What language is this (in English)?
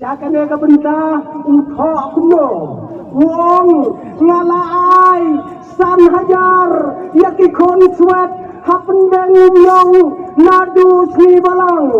Khasi